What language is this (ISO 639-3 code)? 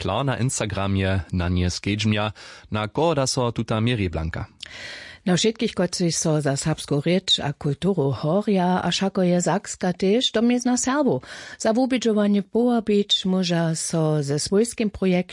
hsb